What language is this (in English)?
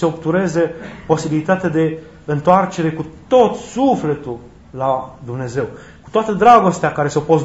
Romanian